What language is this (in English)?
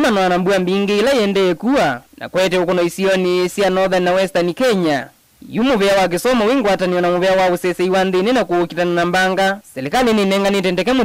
Kamba